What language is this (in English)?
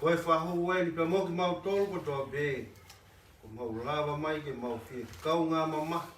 Tongan